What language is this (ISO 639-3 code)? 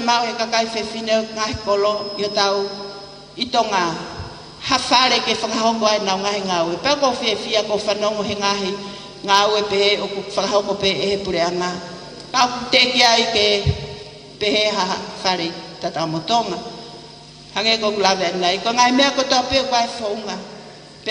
ton